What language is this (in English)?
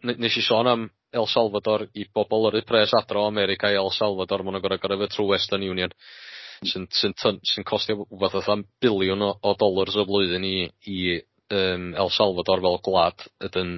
Welsh